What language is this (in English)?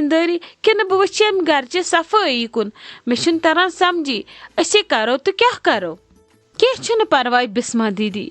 Kashmiri